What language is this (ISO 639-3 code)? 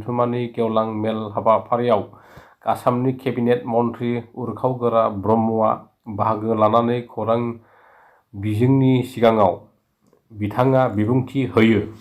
brx